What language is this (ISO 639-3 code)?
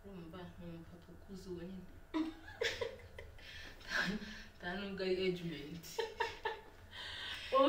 kin